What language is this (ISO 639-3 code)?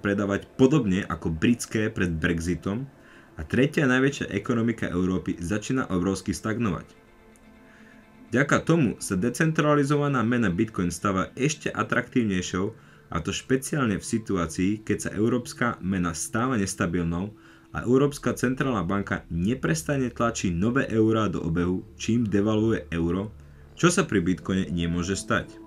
slk